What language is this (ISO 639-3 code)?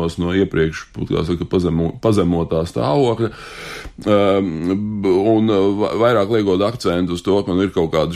lav